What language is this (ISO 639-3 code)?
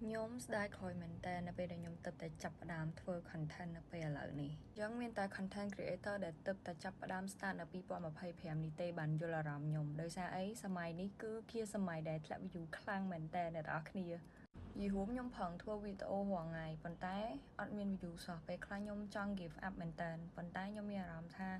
khm